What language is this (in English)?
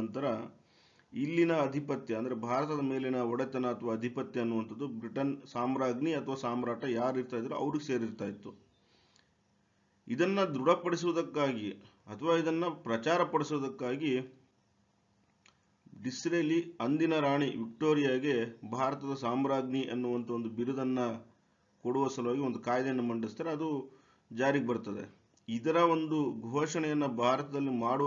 Kannada